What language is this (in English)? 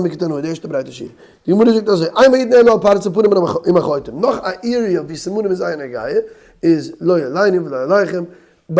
Yiddish